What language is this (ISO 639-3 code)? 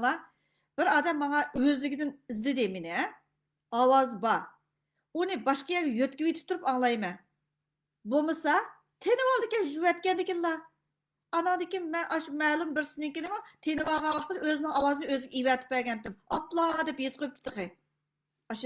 uig